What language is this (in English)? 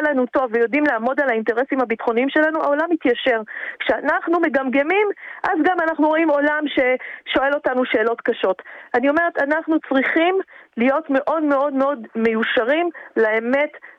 Hebrew